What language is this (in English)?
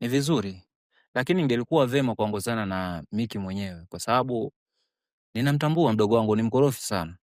Swahili